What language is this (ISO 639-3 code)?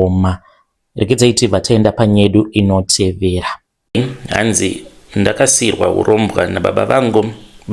sna